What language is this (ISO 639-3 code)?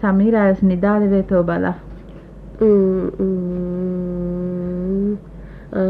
div